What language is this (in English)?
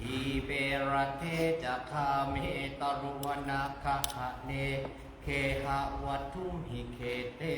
Pali